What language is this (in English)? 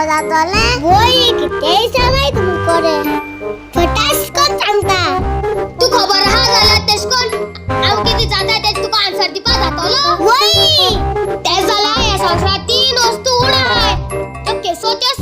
Konkani